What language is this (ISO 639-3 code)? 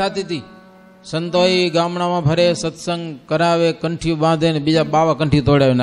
guj